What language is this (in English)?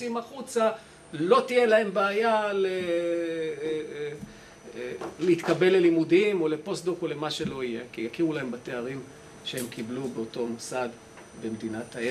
Hebrew